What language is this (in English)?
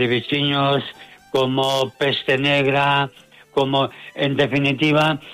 Galician